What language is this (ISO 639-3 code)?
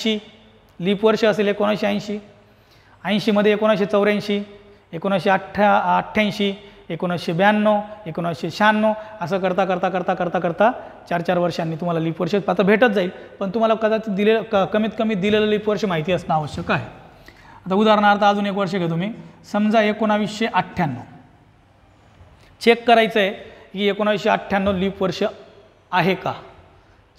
mar